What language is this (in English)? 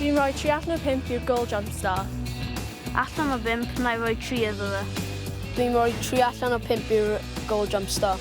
Welsh